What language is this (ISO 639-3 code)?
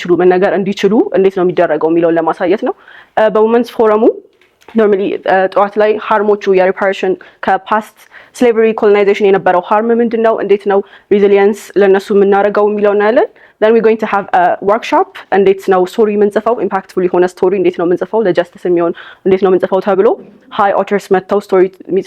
amh